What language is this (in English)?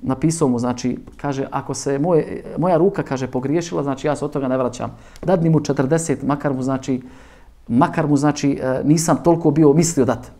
Bosnian